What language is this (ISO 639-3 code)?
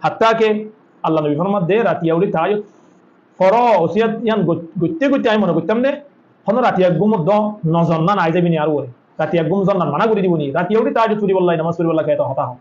rhg